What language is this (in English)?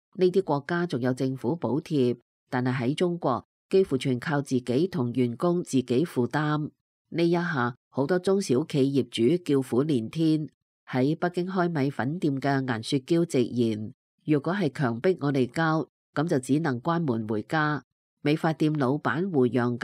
Cantonese